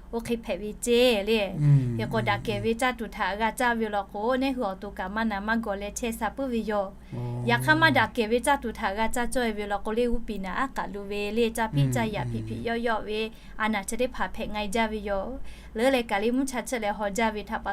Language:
Lahu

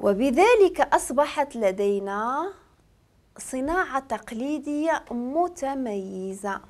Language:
Moroccan Arabic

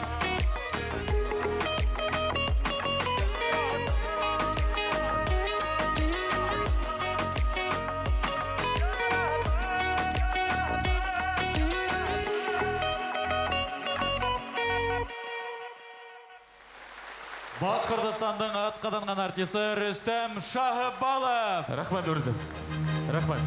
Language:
Bashkir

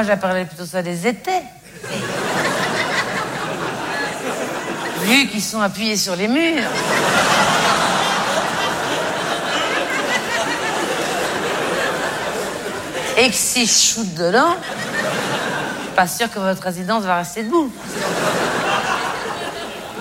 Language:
French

